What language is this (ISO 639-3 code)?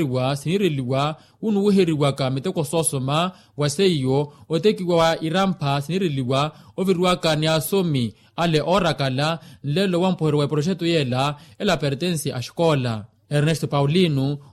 vmw